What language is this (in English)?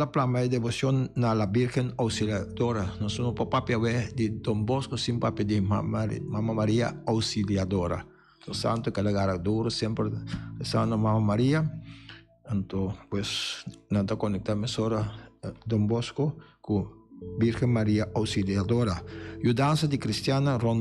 Papiamento